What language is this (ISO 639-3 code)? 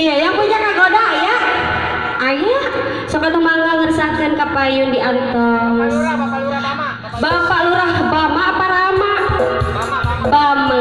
sun